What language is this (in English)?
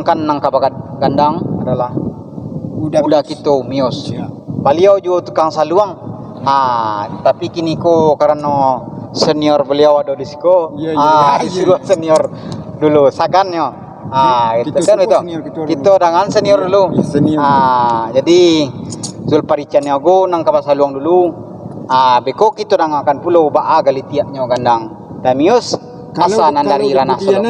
Minangkabau